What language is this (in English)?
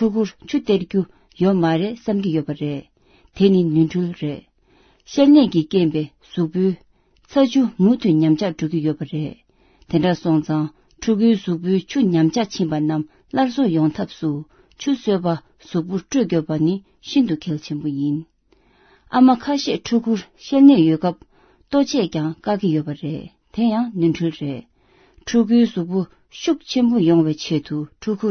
Tibetan